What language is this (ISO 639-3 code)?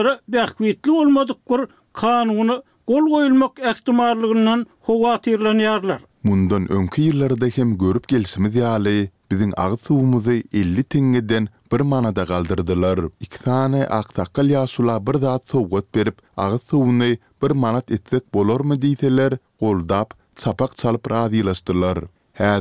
tuk